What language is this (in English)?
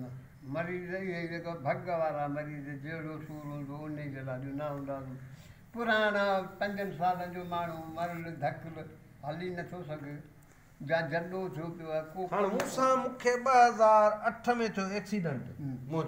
Sindhi